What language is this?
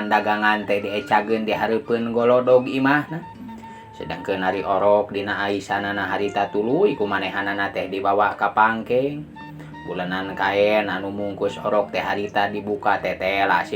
Sundanese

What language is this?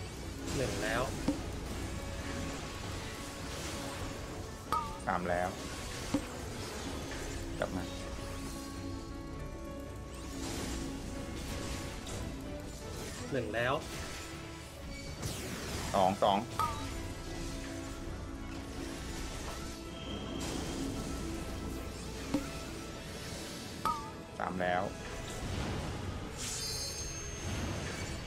Thai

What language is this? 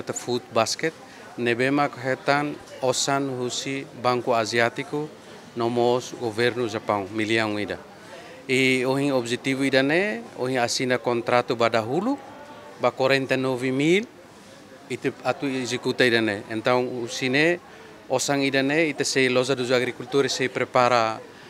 Tetum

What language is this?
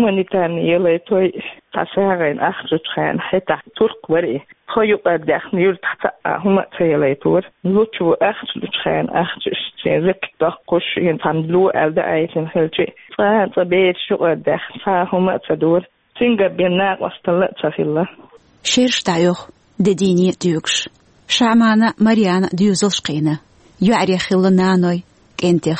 Chechen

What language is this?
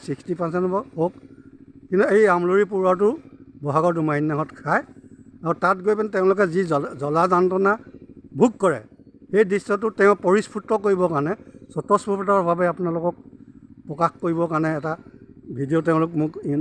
Assamese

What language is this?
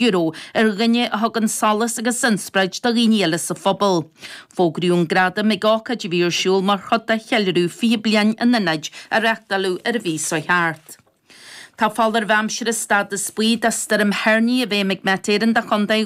Irish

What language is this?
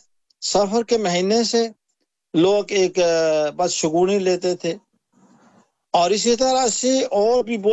Urdu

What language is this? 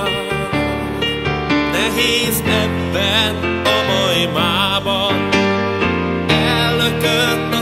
Hungarian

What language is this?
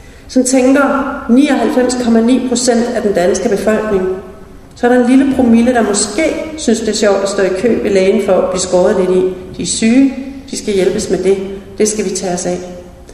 Danish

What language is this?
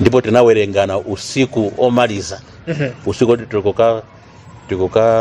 Nyanja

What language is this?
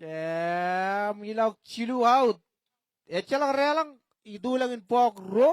Marshallese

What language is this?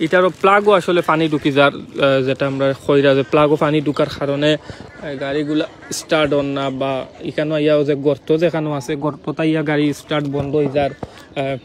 Sylheti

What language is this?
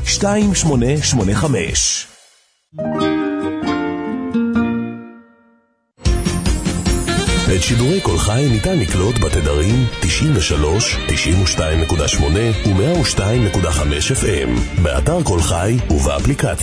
Hebrew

